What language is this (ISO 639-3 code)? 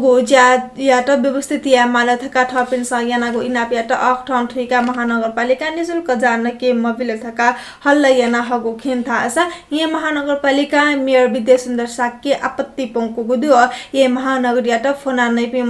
new